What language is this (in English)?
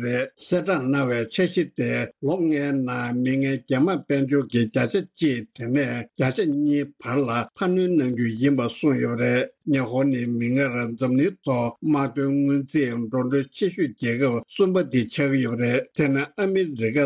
Tibetan